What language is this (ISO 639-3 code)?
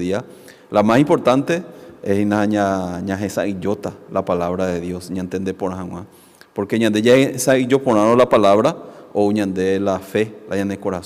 grn